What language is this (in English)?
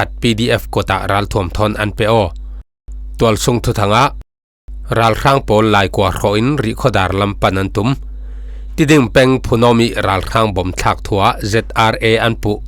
Falam Chin